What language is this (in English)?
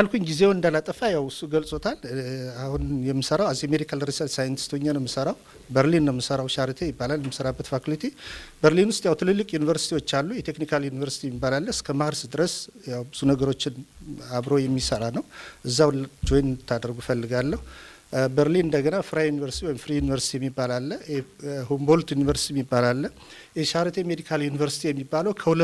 Amharic